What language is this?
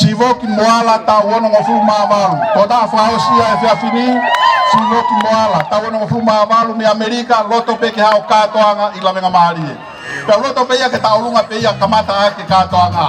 Tongan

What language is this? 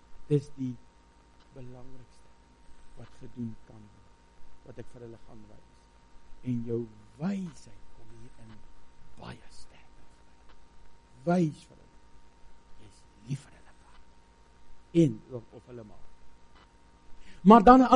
Afrikaans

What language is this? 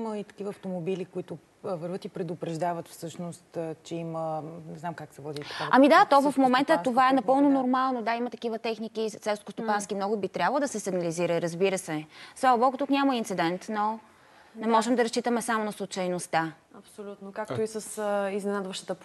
Bulgarian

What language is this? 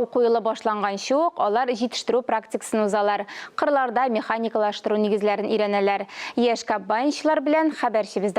Tatar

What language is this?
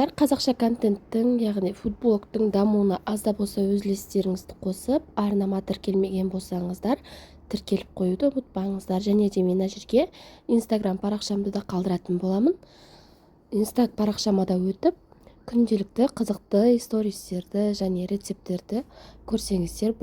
Kazakh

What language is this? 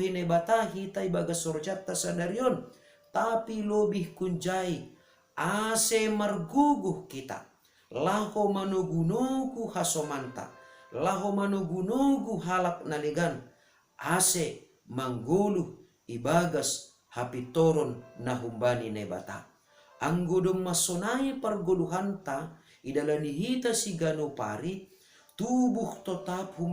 Batak Simalungun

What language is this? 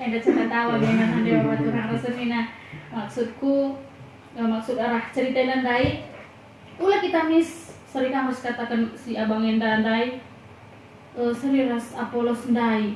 Batak Karo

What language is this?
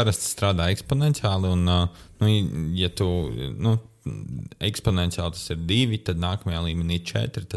Latvian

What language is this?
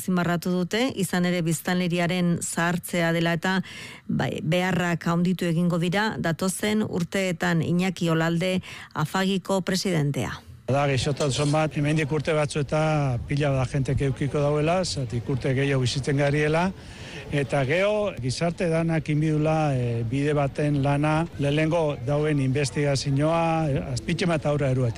Basque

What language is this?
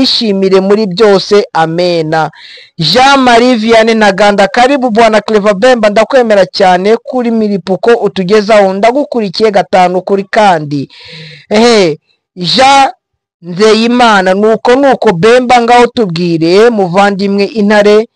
Kinyarwanda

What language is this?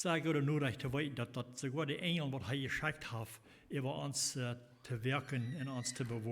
Plautdietsch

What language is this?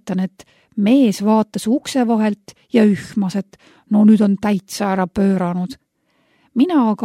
Estonian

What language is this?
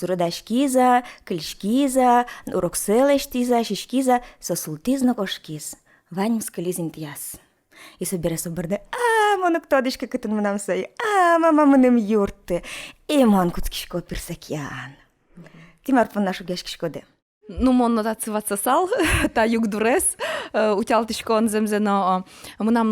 Udmurt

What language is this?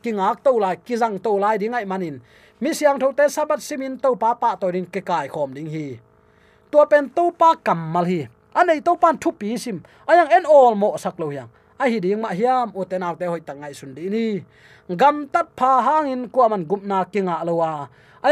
Tedim Chin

